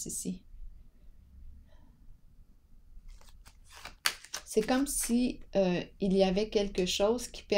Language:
French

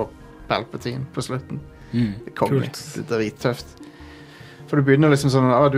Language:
Norwegian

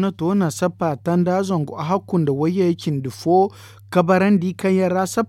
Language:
Zarma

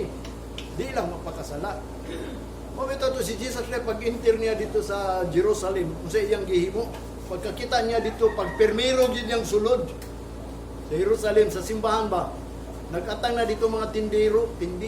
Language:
Cebuano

